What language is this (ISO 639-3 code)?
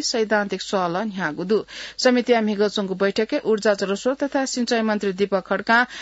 new